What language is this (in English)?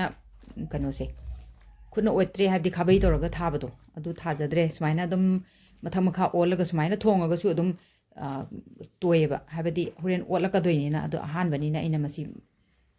Manipuri